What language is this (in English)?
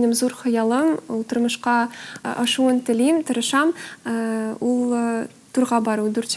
Tatar